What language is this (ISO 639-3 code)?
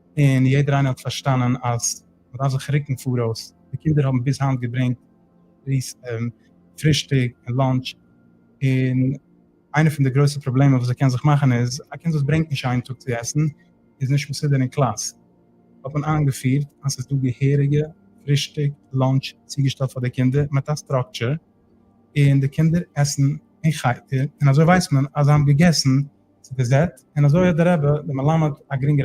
yid